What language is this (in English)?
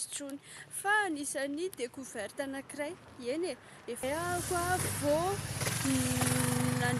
Malagasy